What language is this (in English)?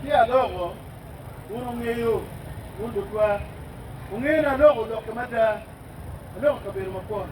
Acoli